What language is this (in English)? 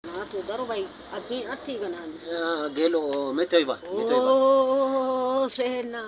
Wolaytta